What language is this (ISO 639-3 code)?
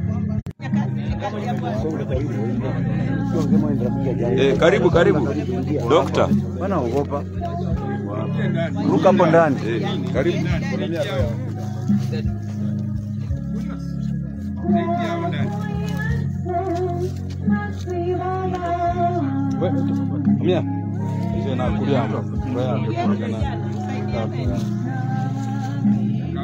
swa